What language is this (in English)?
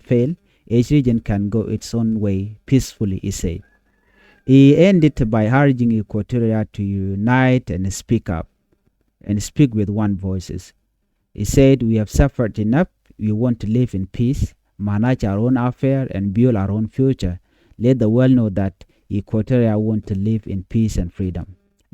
Nuer